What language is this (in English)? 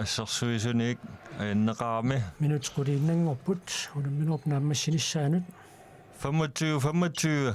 Kalaallisut